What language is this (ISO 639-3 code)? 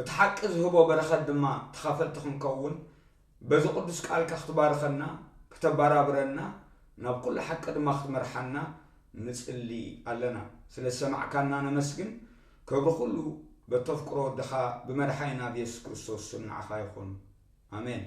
tir